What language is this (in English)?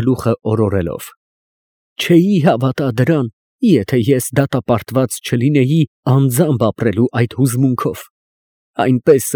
Armenian